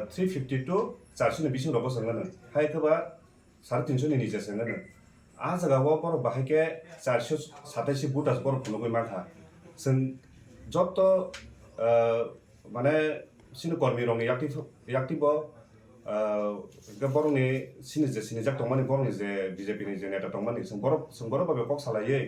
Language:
Kok Borok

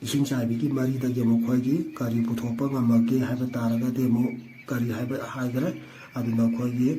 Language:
Manipuri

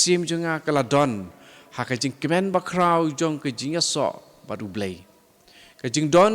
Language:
Khasi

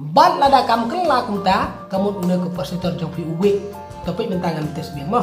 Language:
Khasi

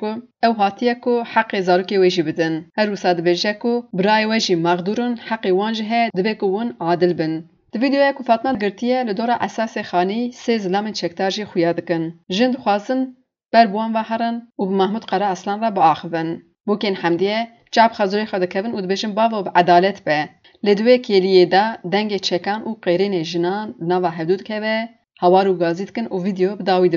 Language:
Kurdish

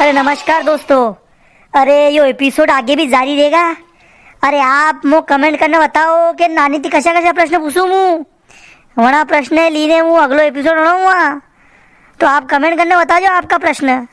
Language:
Rajasthani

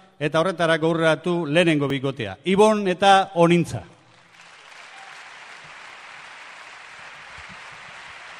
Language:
Basque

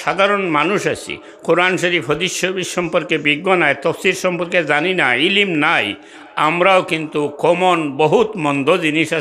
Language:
Sylheti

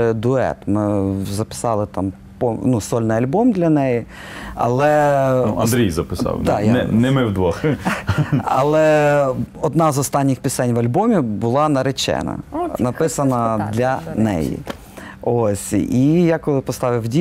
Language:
Ukrainian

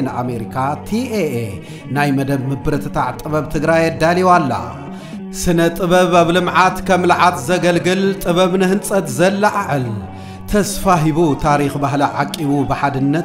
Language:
Tigrinya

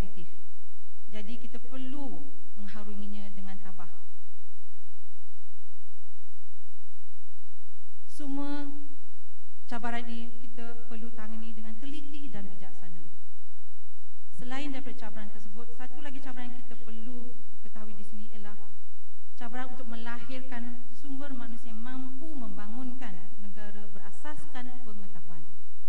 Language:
Malay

